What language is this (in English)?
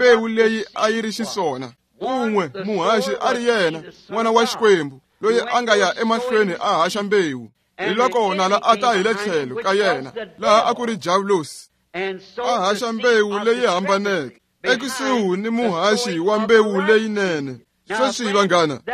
Tsonga